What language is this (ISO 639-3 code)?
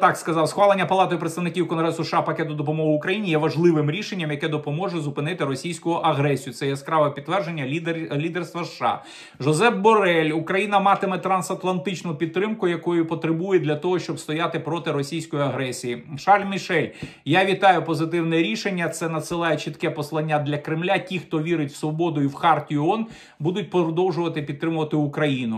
ukr